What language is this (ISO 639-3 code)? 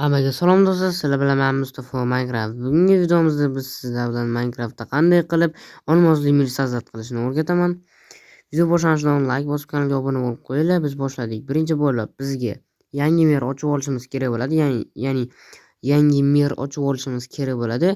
uzb